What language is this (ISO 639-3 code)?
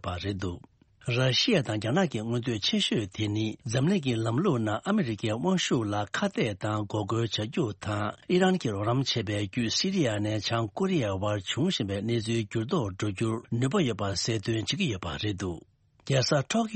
bod